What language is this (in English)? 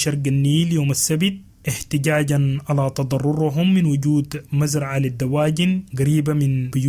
Sudanese Arabic